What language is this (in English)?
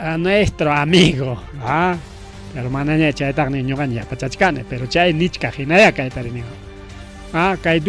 Ayacucho Quechua